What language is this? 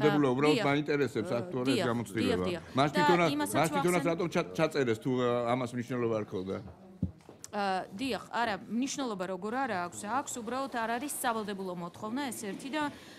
Georgian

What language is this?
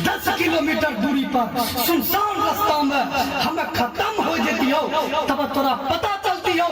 Maithili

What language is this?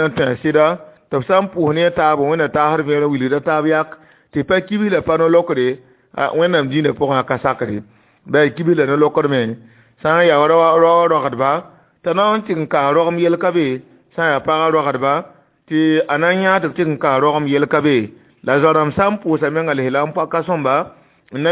Mossi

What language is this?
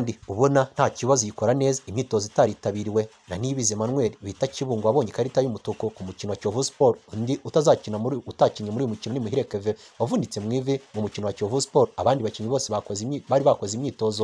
Kinyarwanda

